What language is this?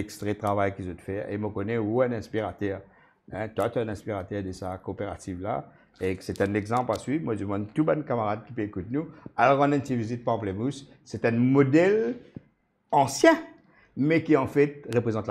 Morisyen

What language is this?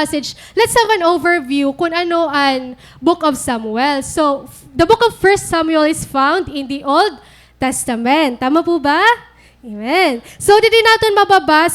Waray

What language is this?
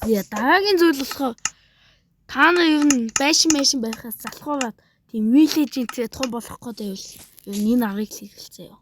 Mongolian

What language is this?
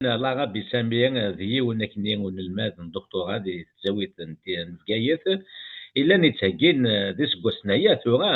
Kabyle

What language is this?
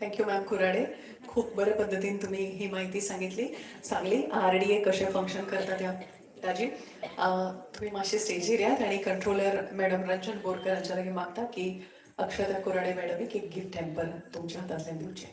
Konkani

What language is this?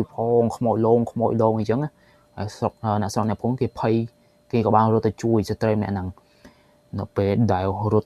Khmer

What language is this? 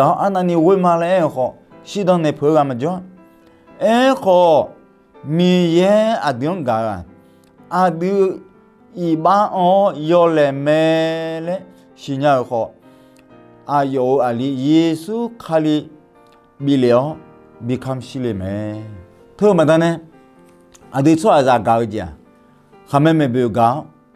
Akha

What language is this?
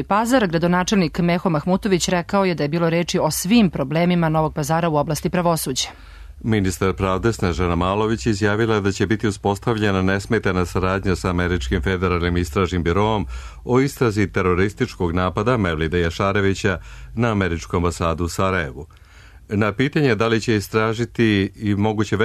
Serbian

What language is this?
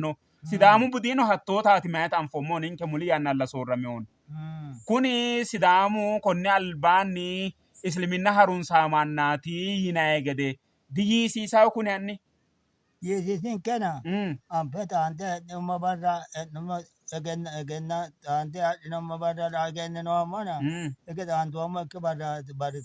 Sidamo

